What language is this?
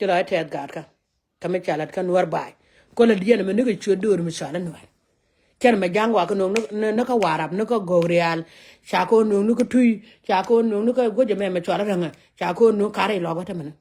Nuer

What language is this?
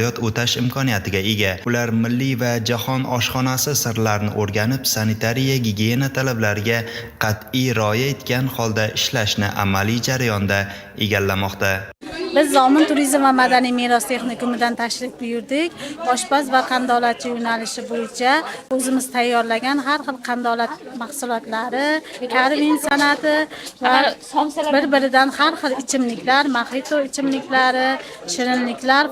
Uzbek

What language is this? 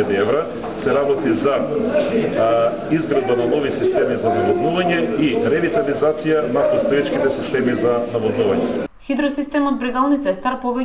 Macedonian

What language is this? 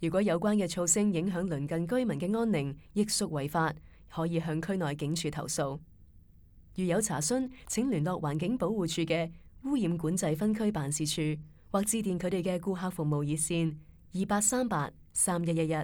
Cantonese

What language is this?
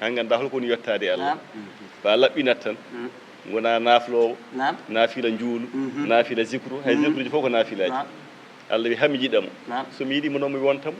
Fula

